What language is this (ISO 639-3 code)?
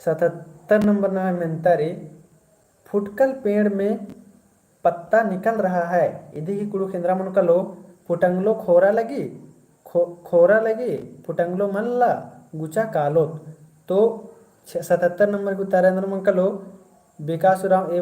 kru